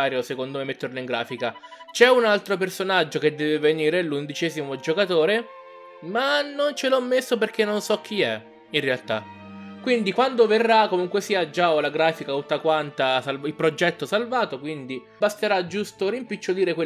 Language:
Italian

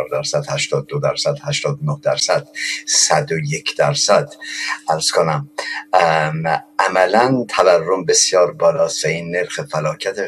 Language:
Persian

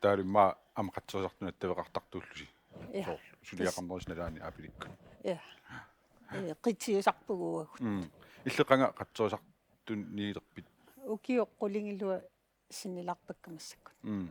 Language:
Kalaallisut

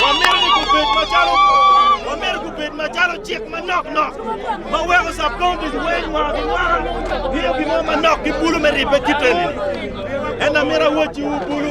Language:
Acoli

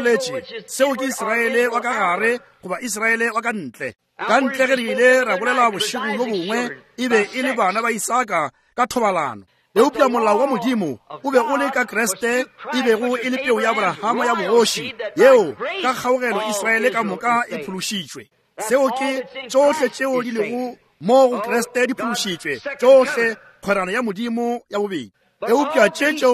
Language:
Northern Sotho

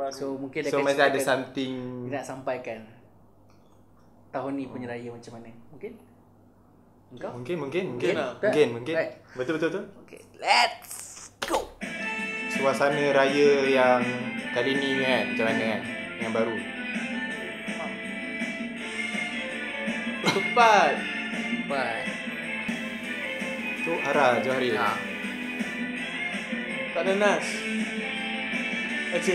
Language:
Malay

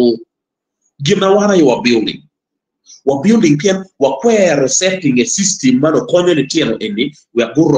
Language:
Acoli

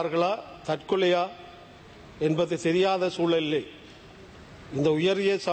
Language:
Tamil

